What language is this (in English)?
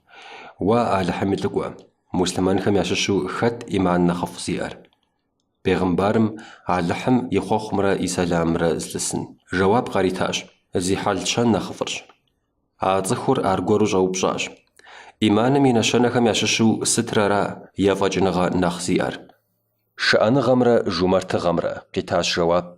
Kabardian